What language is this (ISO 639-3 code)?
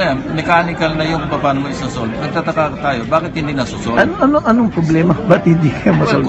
fil